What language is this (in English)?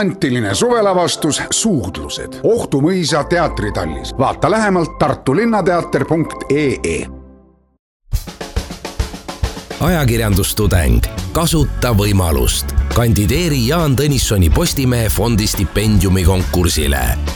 Estonian